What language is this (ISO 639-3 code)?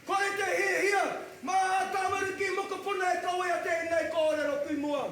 mri